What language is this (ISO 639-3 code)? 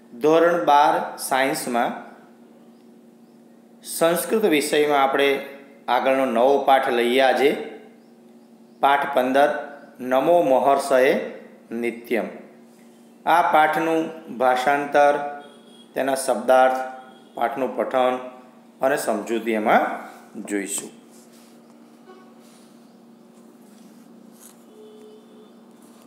guj